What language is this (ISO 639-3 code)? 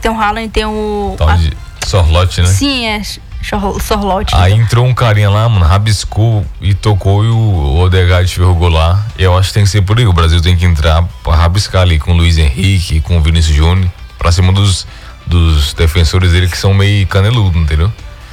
por